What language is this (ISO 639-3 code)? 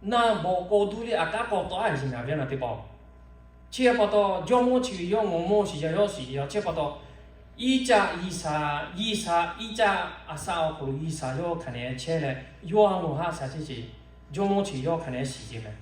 lhu